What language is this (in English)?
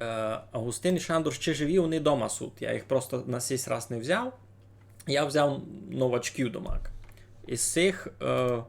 Rusyn